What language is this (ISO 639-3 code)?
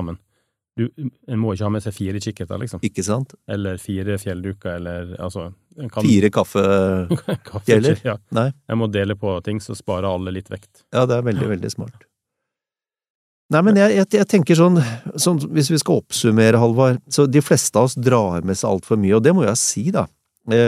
nor